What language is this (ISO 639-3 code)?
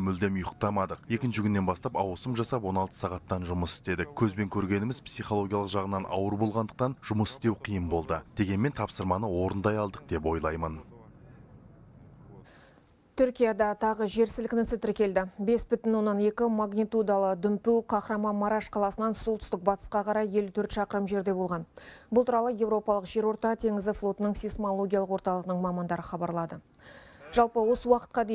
kaz